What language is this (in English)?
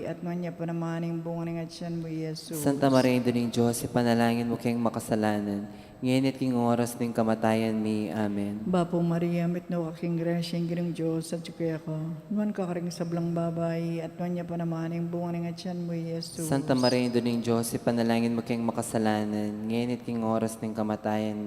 Pampanga